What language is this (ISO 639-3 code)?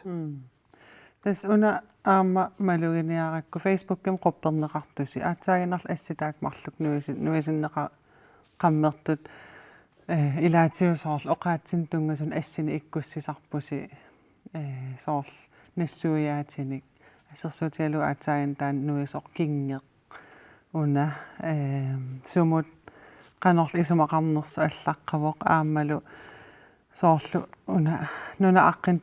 kal